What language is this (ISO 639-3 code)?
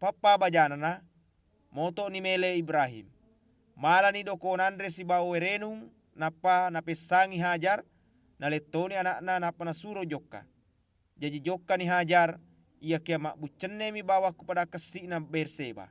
bug